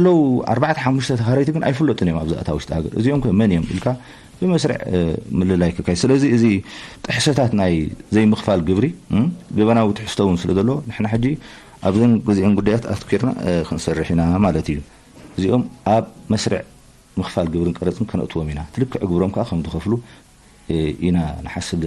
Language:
Tigrinya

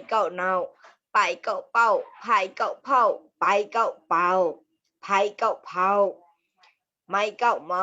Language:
Mon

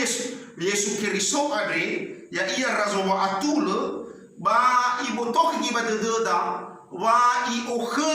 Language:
Nias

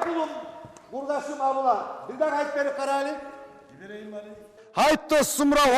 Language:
Kumyk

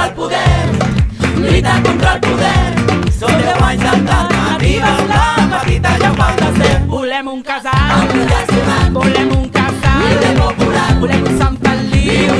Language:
Catalan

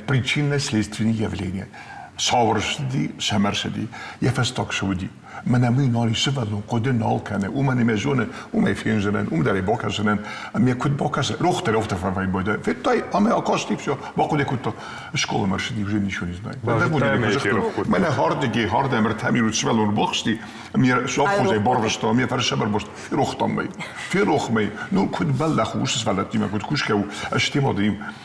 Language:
Ossetic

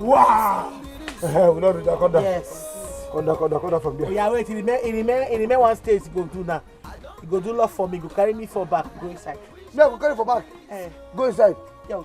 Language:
Nigerian Pidgin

